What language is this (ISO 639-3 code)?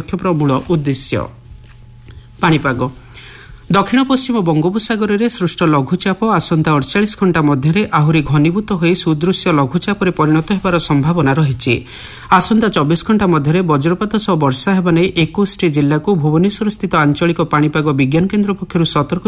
ori